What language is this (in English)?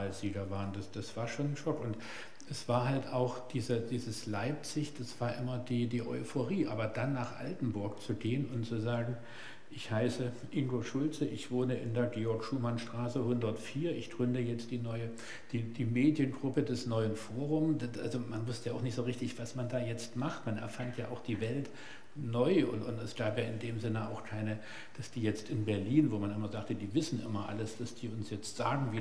German